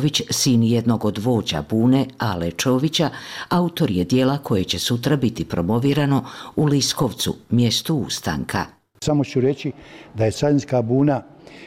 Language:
Bosnian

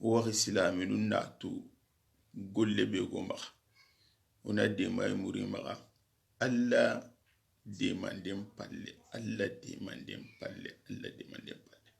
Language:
Soninke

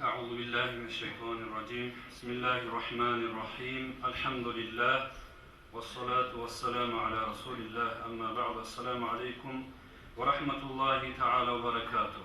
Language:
Kumyk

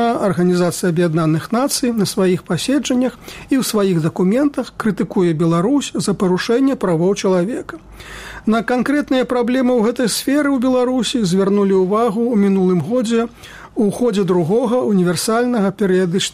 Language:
Belarusian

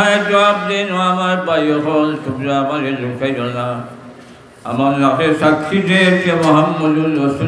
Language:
Sylheti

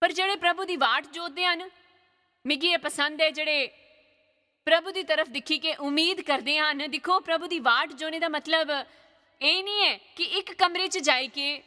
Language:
Dogri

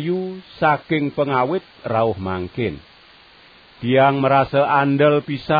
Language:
Balinese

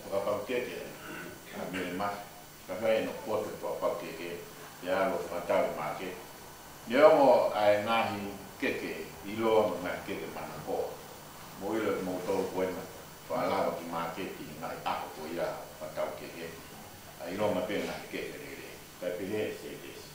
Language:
Tongan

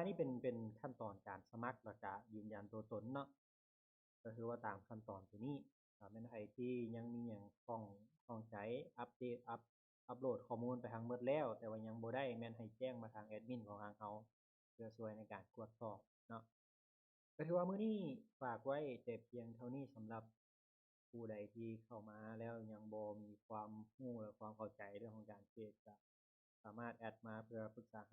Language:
Lao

